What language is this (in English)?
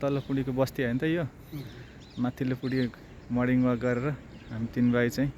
Nepali